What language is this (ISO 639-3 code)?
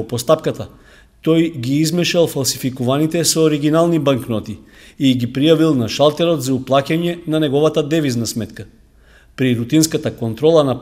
mkd